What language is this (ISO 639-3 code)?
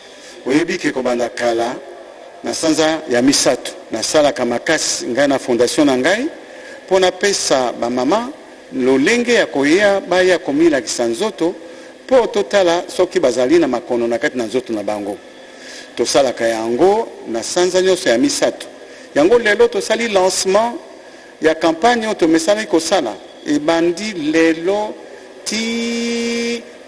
lin